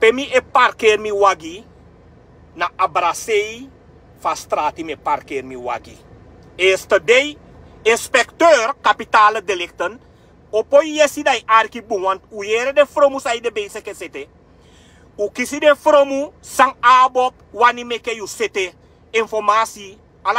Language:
Sranan Tongo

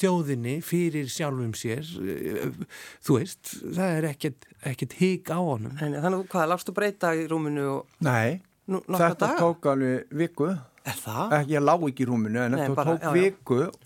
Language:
Icelandic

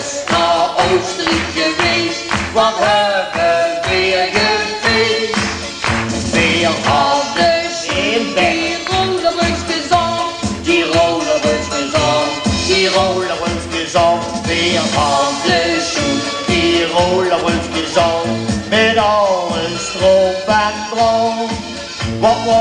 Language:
Limburgish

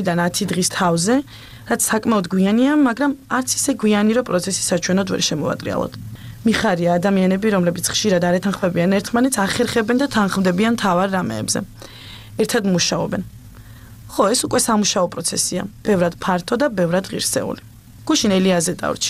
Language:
Georgian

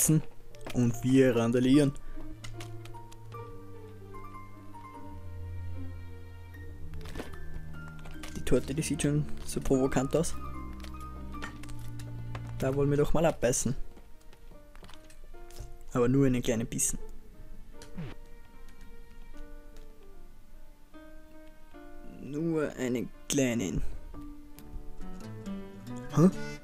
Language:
German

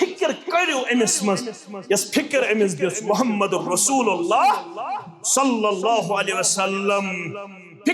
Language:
Kashmiri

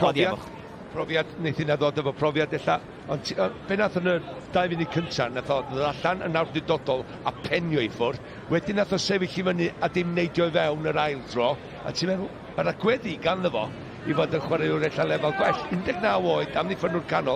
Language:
Welsh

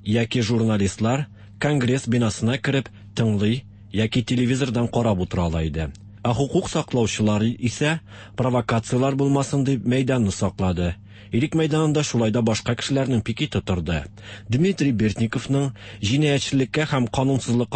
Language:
Tatar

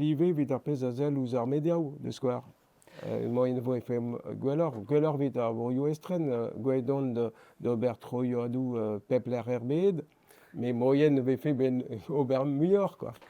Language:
Breton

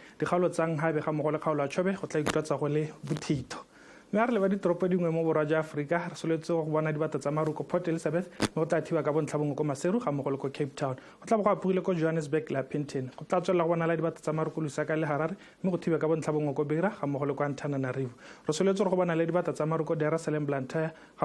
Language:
Tswana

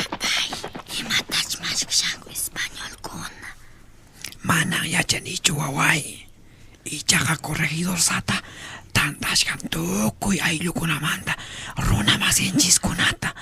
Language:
Quechua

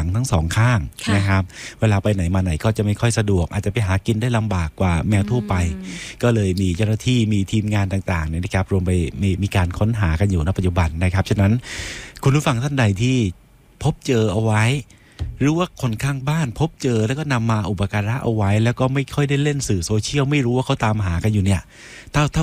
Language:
Thai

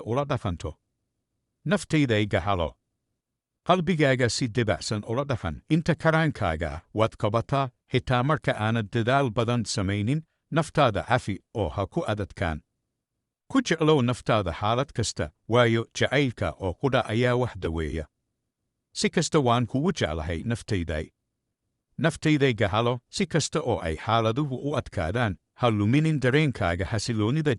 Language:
Somali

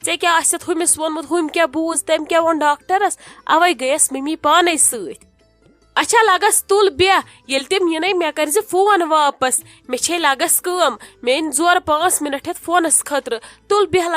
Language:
Kashmiri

